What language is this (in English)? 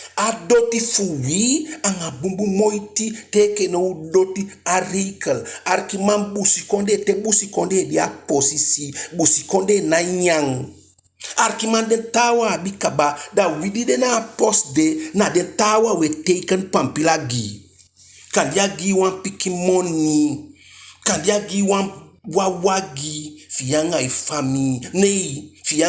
Eastern Maroon Creole